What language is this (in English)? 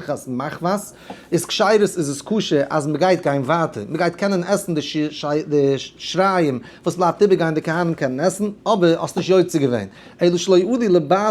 Yiddish